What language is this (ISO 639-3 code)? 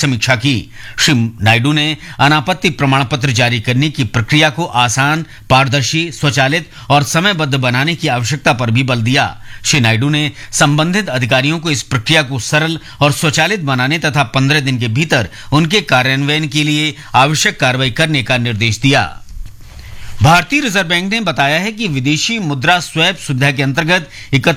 hin